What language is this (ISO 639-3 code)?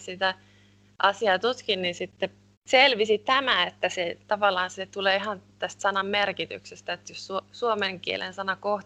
fin